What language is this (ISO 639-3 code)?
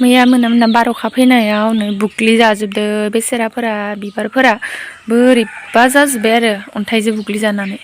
brx